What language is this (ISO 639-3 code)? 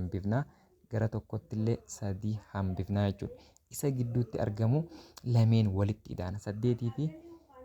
orm